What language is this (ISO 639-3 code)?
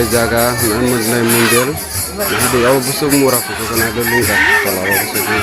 trp